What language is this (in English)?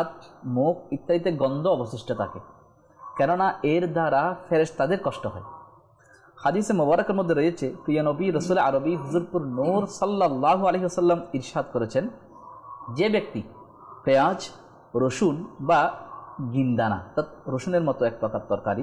Bangla